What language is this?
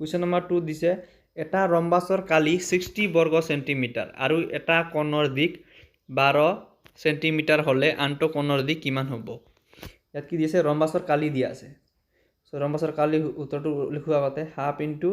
Assamese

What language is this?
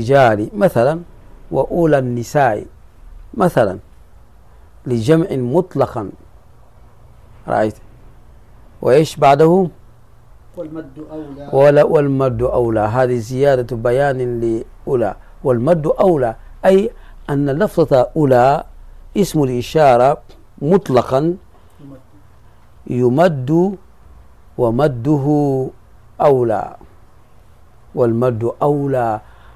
Arabic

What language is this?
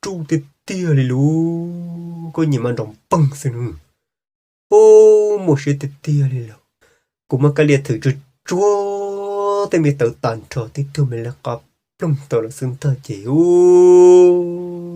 Hmong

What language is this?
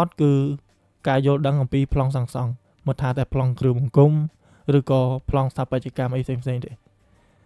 Khmer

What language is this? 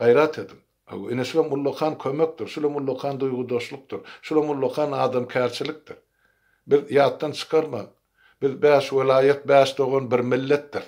Turkmen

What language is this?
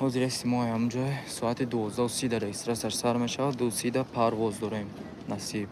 Tajik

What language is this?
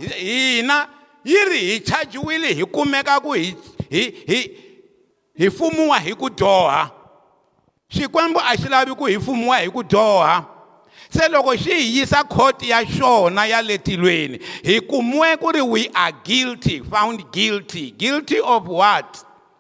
Tsonga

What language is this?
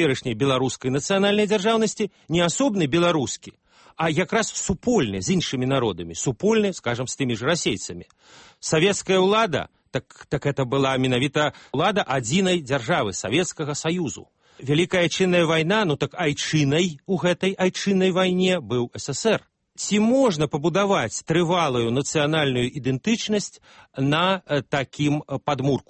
Belarusian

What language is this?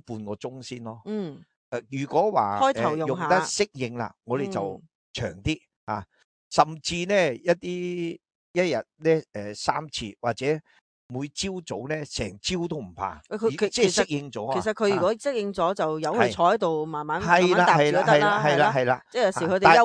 Cantonese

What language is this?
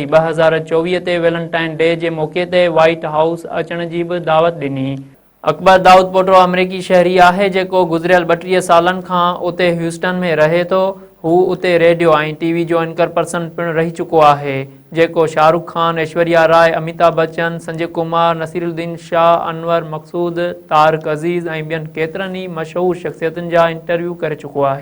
Sindhi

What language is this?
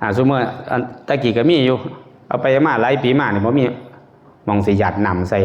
Northeastern Thai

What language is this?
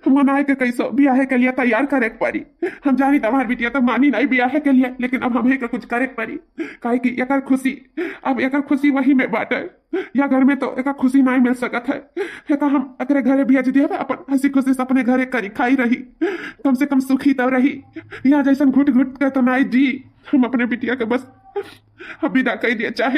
Awadhi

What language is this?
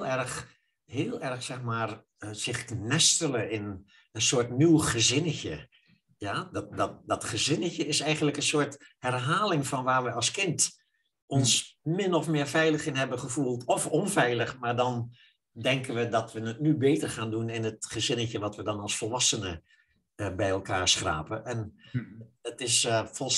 Dutch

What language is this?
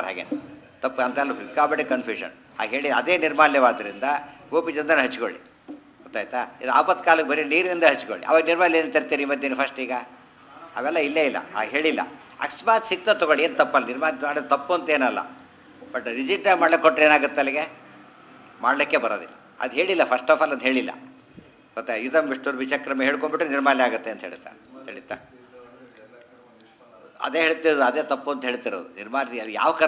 Kannada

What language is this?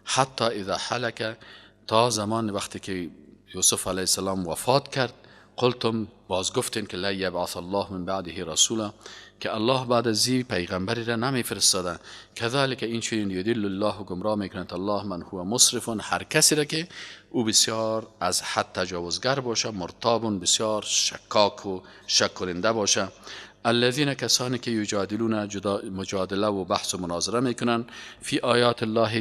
Persian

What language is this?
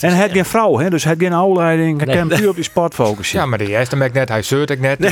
Western Frisian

